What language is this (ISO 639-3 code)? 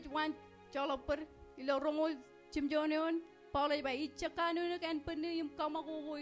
mah